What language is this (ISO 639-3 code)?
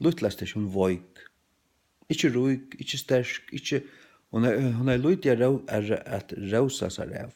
fao